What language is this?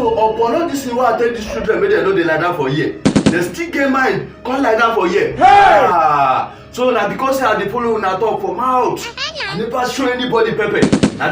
Nigerian Pidgin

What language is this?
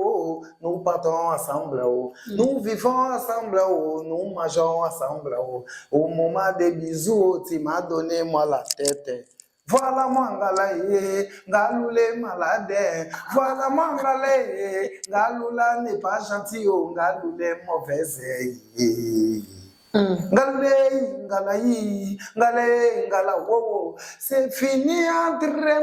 Lingala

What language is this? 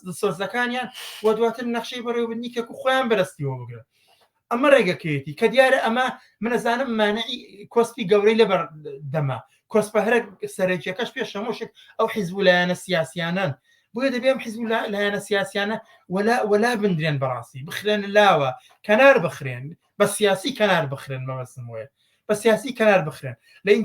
Central Kurdish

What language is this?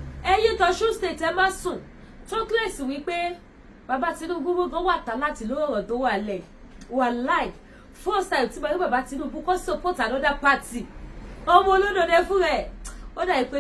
Yoruba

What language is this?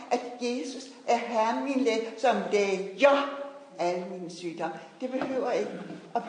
Danish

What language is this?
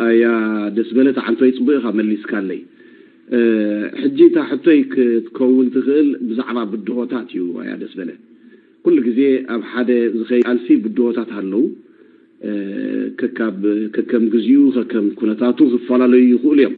Tigrinya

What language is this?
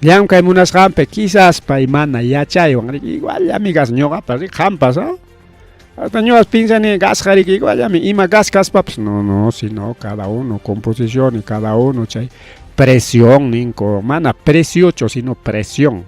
Ayacucho Quechua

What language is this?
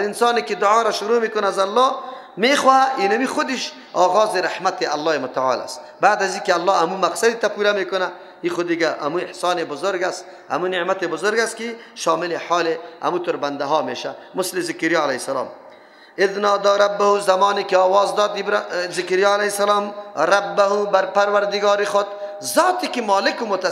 Persian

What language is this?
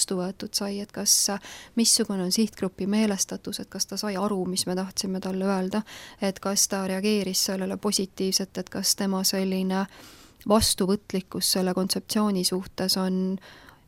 Estonian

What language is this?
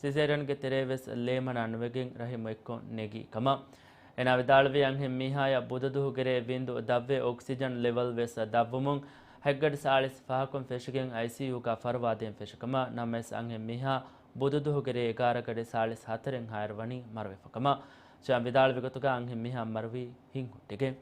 Divehi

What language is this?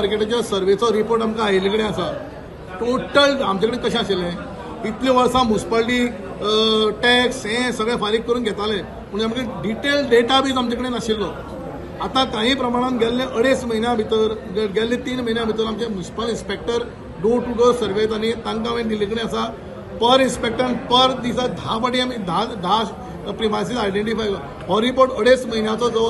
Konkani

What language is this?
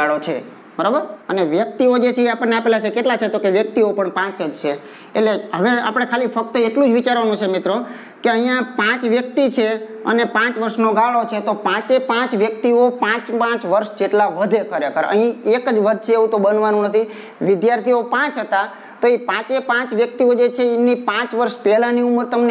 Gujarati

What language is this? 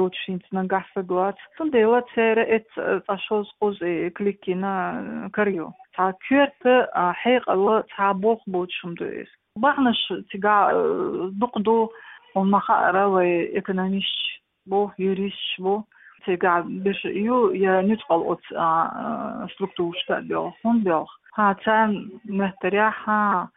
Chechen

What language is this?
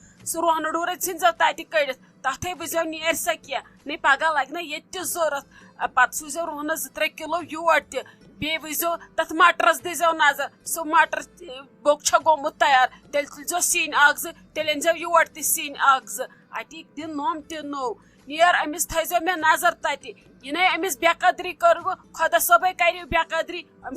Kashmiri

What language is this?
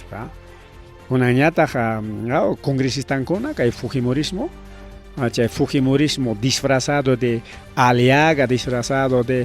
Ayacucho Quechua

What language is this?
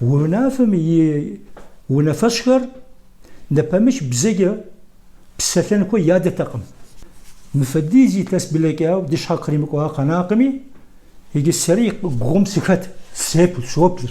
Kabardian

